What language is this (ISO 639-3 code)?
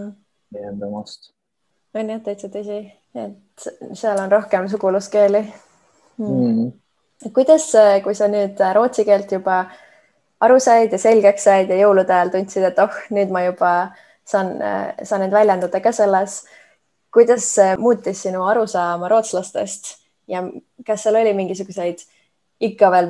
est